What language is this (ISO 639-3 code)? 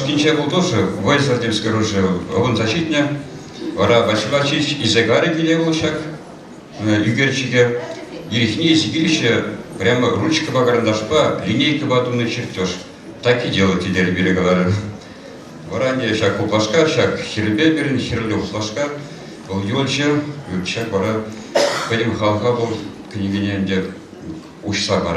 chv